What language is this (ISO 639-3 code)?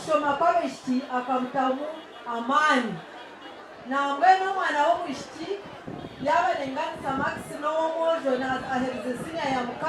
nyn